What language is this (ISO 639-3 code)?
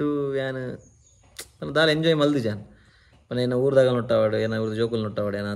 tcy